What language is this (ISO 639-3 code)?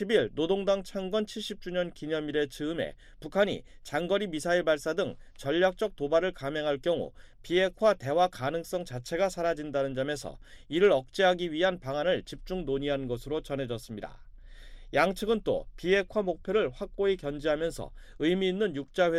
kor